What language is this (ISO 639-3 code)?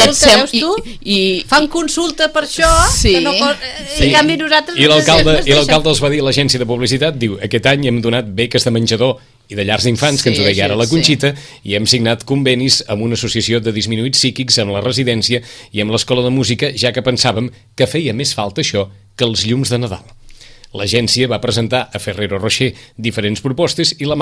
cat